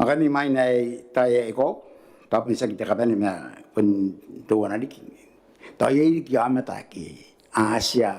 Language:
Gilbertese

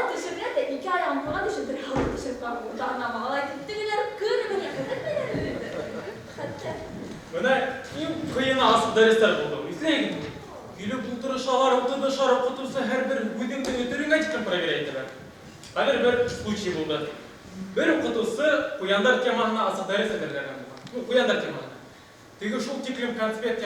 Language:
Bashkir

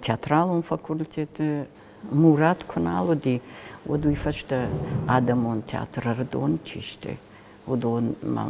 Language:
Ossetic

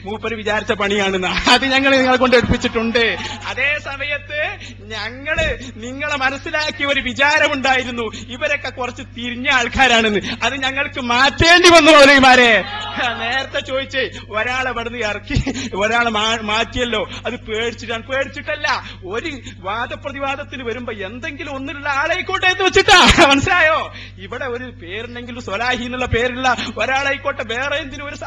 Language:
Malayalam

